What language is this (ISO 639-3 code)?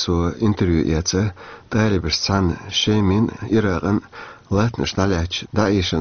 che